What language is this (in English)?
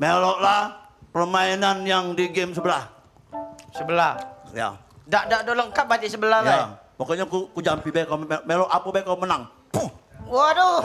Musi